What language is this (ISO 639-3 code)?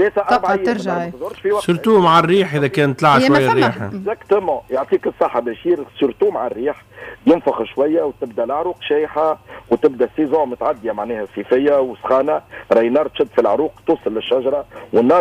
aeb